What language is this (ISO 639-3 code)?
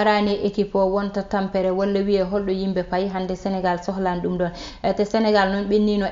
ful